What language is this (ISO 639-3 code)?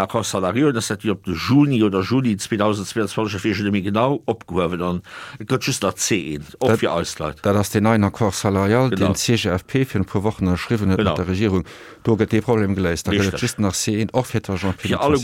ltz